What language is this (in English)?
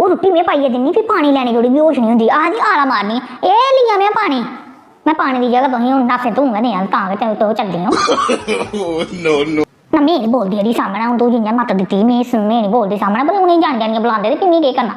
Dogri